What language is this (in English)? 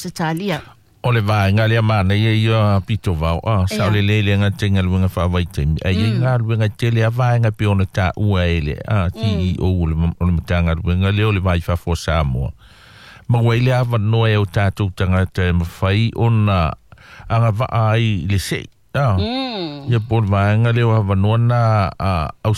Samoan